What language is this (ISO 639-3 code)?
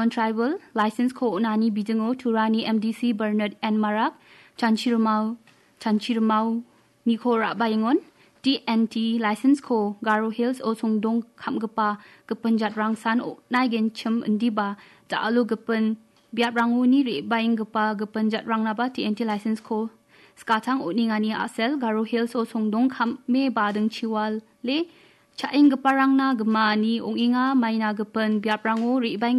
grt